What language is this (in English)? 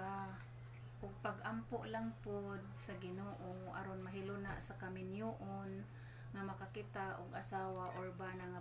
Cebuano